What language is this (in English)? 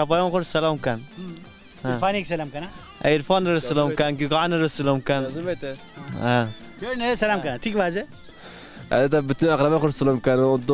Zaza